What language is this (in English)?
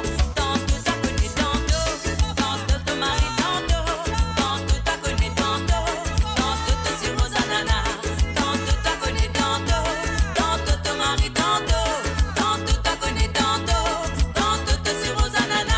Morisyen